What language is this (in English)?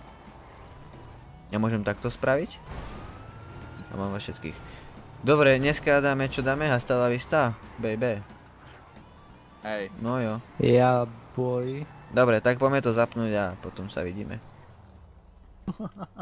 Slovak